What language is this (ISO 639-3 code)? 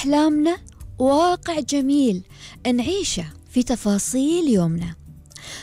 afb